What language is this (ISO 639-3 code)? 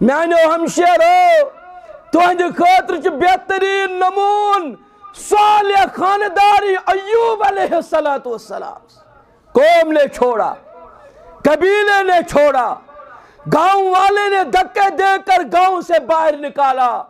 kas